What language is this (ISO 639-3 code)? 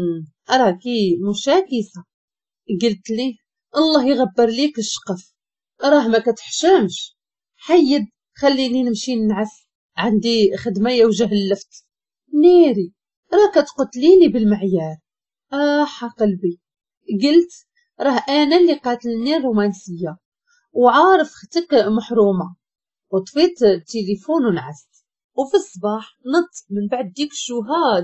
ary